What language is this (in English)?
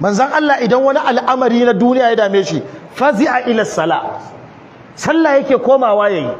Hausa